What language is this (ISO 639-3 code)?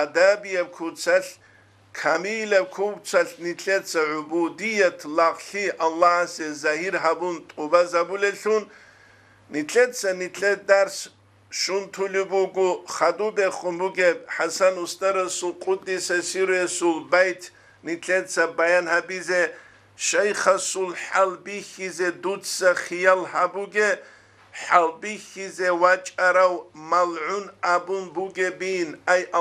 ava